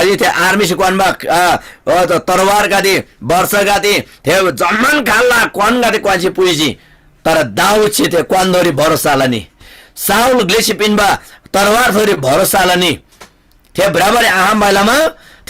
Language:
Eastern Tamang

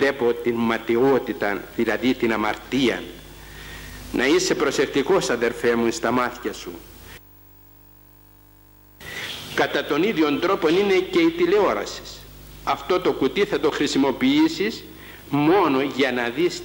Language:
Greek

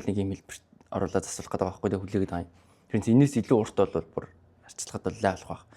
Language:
Mongolian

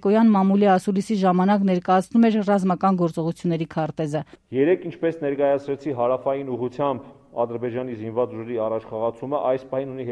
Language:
Armenian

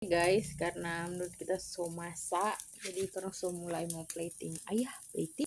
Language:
Manado Malay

